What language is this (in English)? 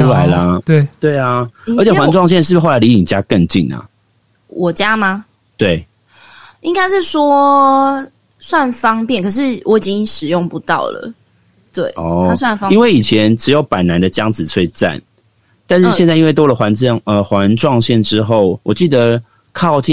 Chinese